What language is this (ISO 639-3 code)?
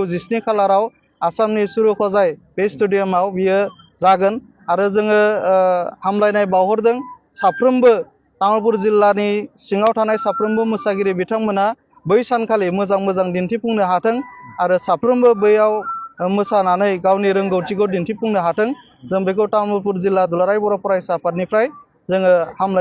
brx